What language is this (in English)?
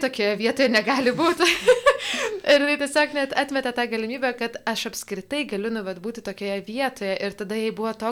Lithuanian